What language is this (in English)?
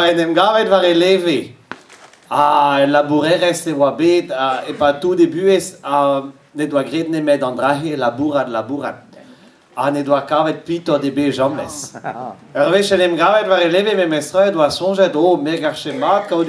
Breton